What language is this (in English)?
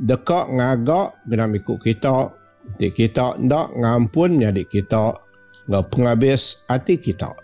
Iban